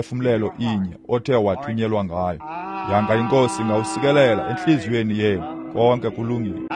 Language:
Xhosa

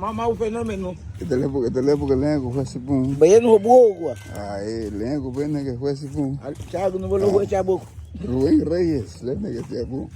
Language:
Garifuna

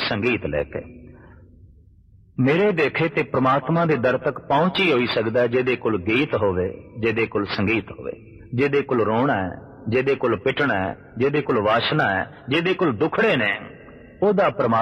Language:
Punjabi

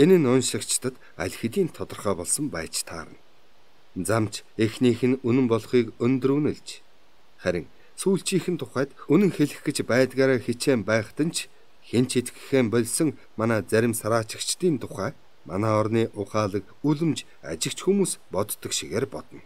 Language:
Mongolian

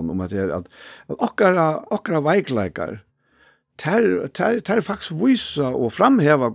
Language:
Faroese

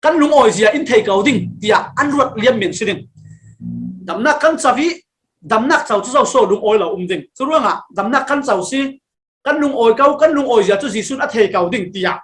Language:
Falam Chin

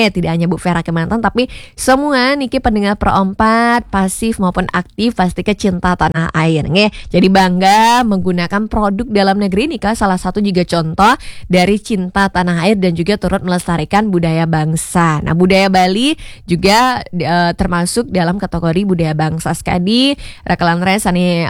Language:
Balinese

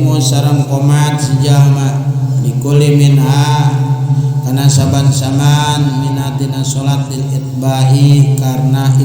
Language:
Sundanese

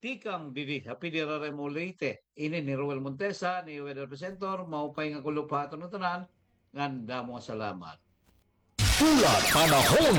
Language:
Waray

